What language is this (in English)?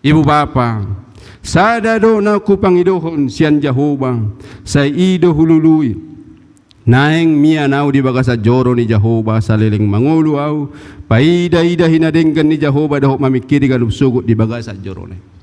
Batak Toba